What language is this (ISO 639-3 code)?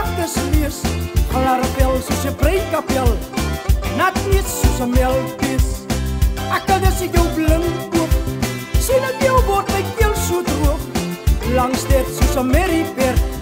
afr